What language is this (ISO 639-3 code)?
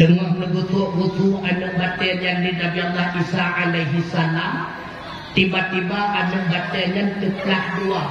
ace